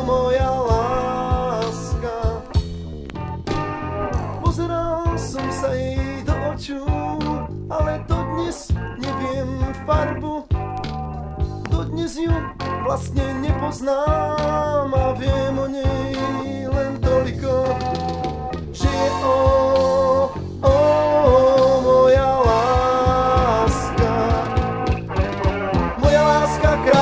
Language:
Slovak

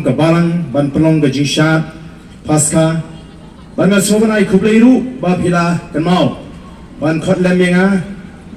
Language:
Khasi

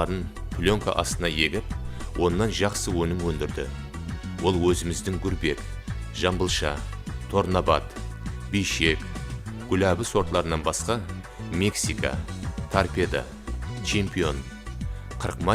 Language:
Kara-Kalpak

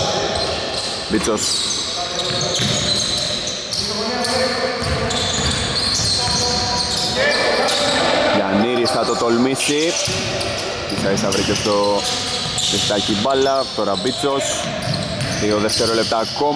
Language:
Greek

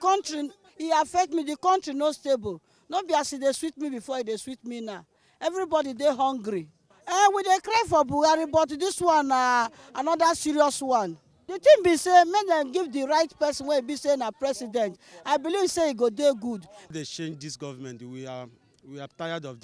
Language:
Nigerian Pidgin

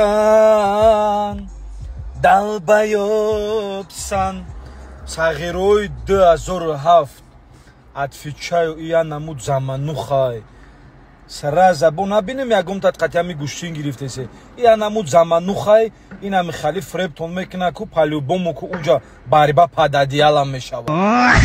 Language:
Tajik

